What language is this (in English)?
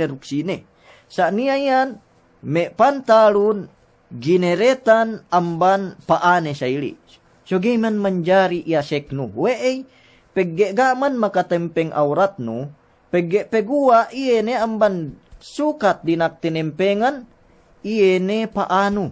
Yakan